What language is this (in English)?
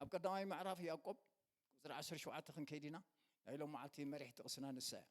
Tigrinya